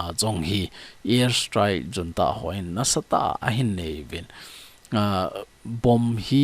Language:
Thado Chin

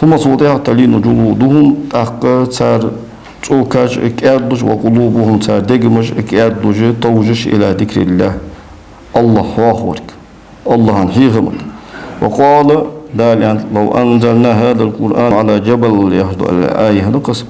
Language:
Ingush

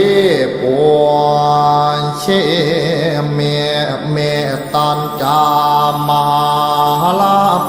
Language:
Pali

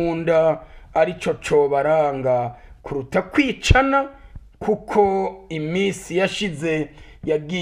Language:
Rundi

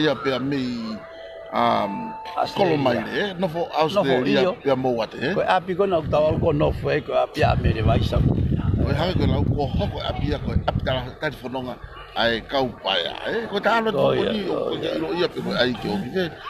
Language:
Tongan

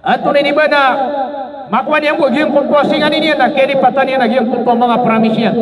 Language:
Maranao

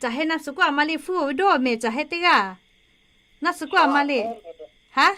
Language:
Lahu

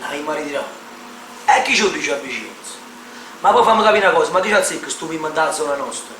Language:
Neapolitan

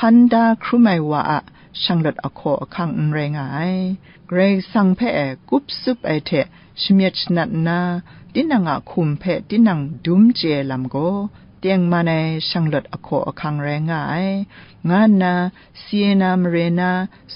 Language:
Kachin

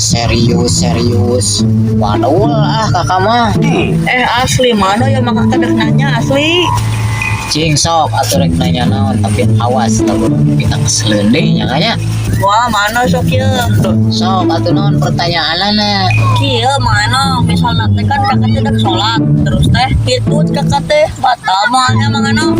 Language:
Sundanese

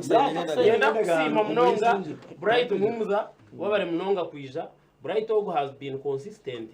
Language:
Nyankole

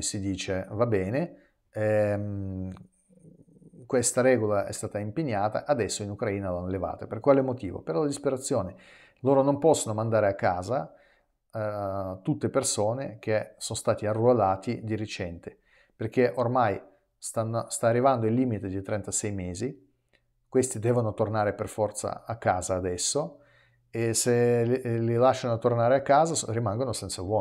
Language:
Italian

